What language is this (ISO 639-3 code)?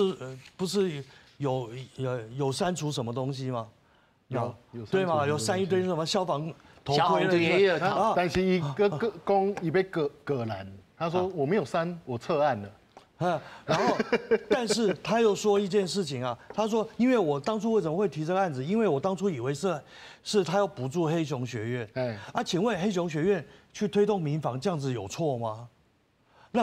nan